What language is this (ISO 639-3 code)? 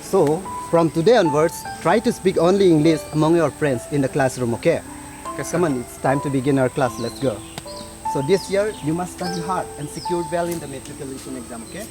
mjw